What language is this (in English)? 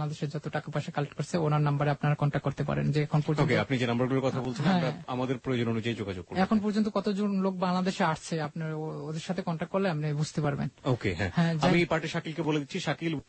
Bangla